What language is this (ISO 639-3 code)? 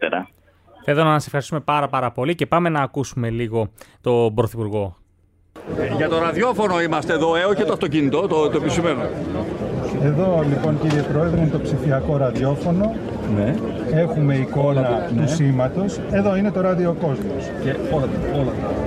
ell